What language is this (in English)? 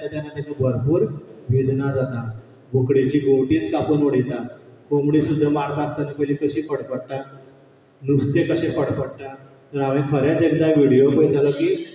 Konkani